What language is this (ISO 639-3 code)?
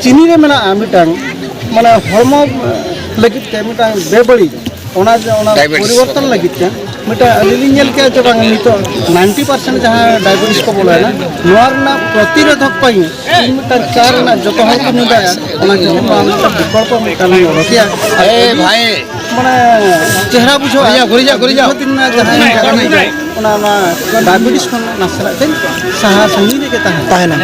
sat